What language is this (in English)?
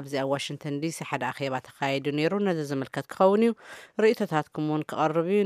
Tigrinya